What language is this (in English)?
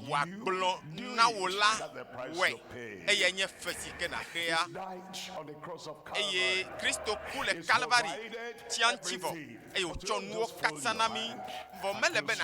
Ewe